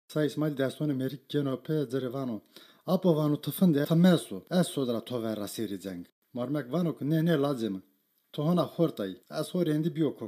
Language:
Zaza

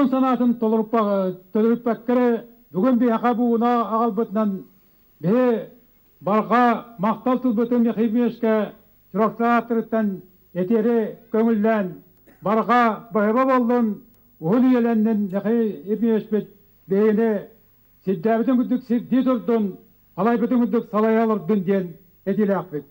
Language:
Yakut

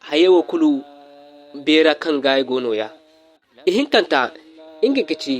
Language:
Zarma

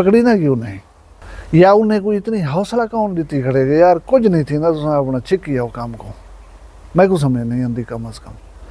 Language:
Saraiki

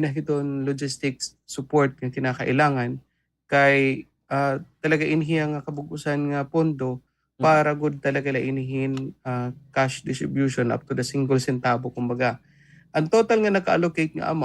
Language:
Waray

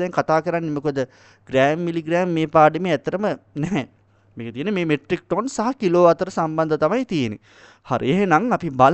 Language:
Sinhala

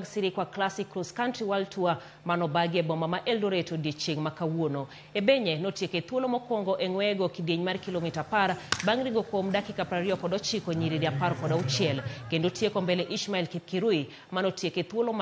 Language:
Luo (Kenya and Tanzania)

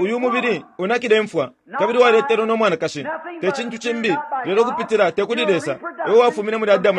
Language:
Bemba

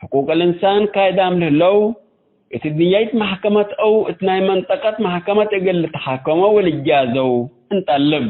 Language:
Tigre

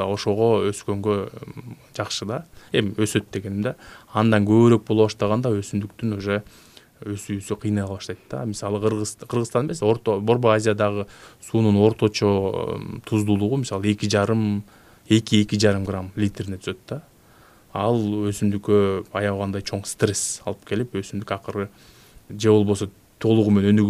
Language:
Kyrgyz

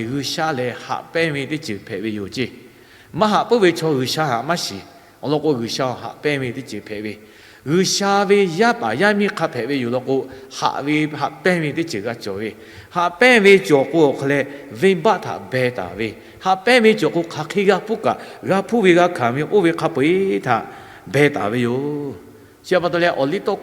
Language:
Lahu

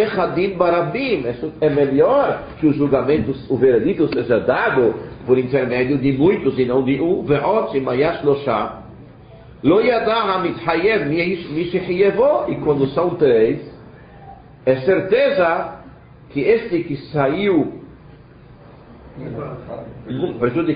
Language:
Portuguese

